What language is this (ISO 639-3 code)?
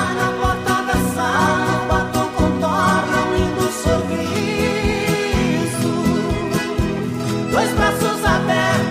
por